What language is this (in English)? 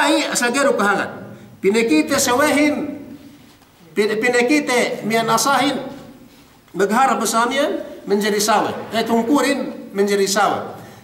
Yakan